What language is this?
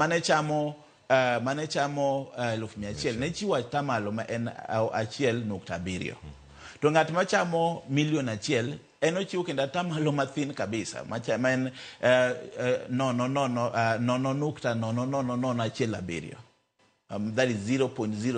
Luo (Kenya and Tanzania)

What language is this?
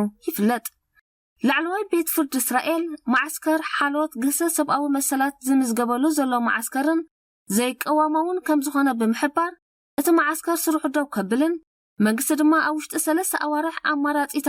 Tigrinya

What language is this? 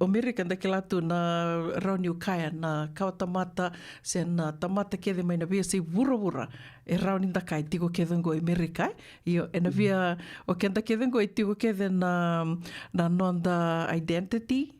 Fijian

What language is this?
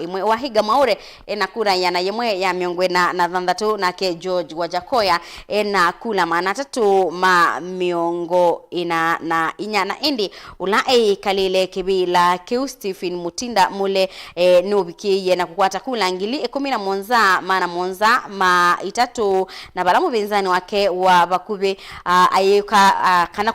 Kamba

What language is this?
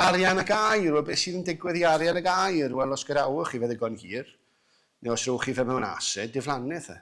Welsh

